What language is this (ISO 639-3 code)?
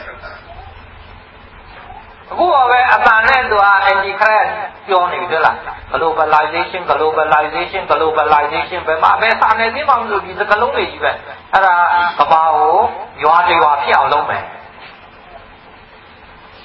mya